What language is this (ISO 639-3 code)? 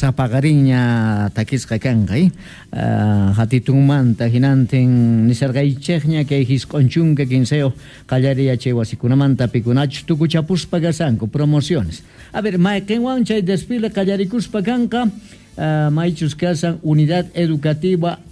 quh